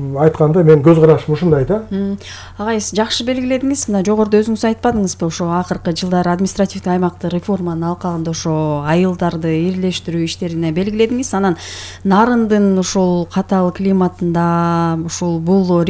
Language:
Kyrgyz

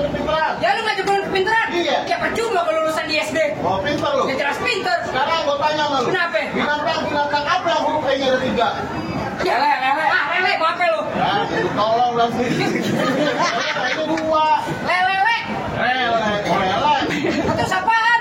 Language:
Betawi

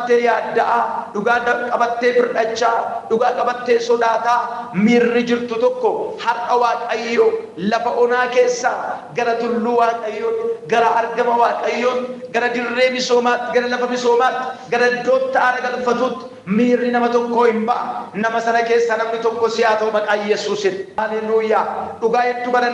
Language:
Oromo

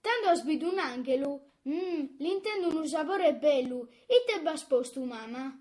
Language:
Sardinian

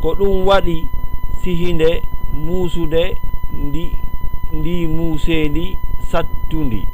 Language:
Fula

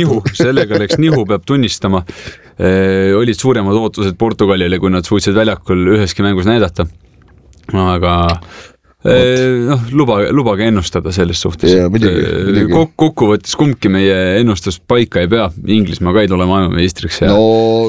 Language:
Estonian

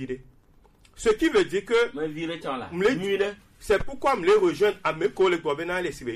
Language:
Gen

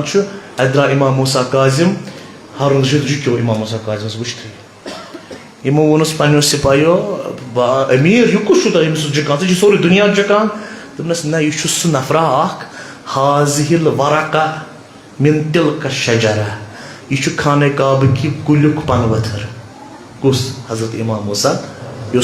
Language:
Kashmiri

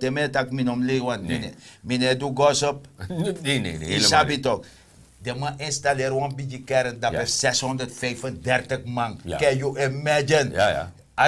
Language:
Sranan Tongo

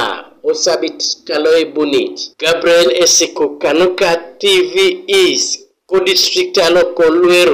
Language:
Teso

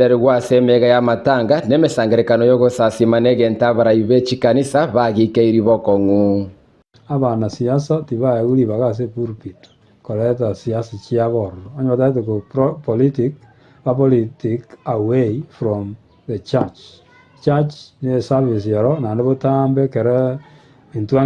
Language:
Gusii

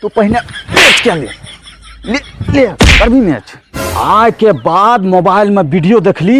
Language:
Angika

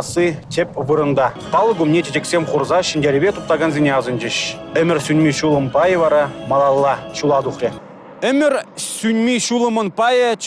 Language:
Chuvash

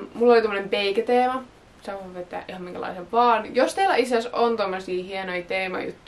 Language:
Finnish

